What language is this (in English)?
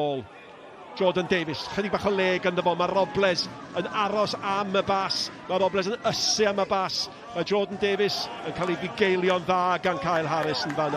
Welsh